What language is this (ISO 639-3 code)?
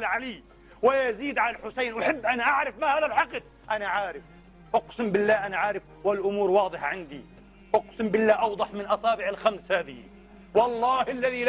acm